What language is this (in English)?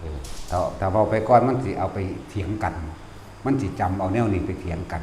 Northeastern Thai